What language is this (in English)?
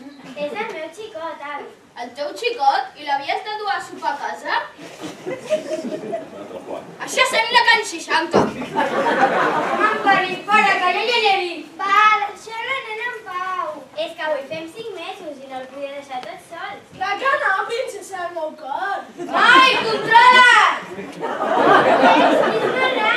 Catalan